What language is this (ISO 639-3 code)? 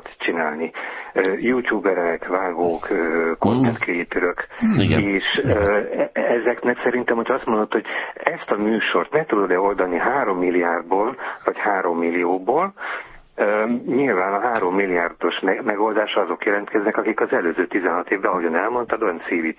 hun